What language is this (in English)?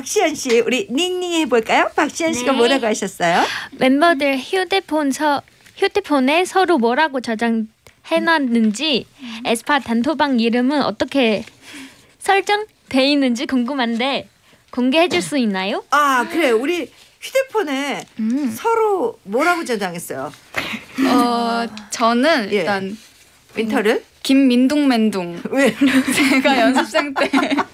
Korean